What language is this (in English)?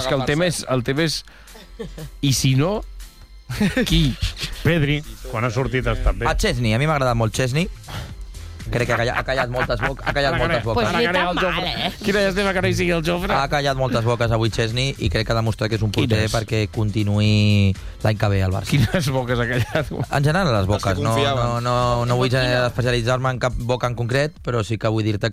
Catalan